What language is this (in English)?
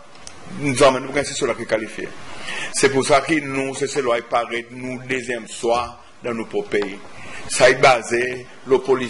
Seselwa Creole French